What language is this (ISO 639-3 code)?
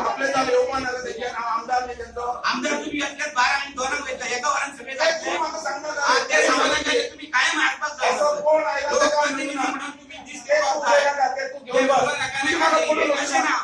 kok